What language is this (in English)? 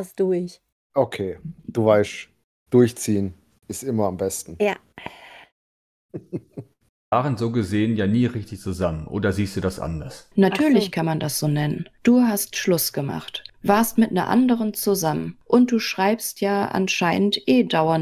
German